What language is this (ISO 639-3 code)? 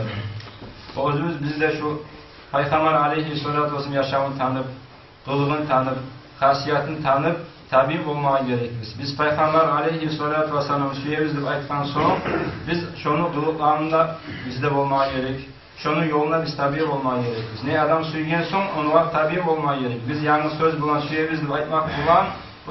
kum